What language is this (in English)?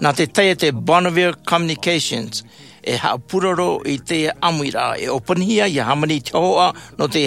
Tahitian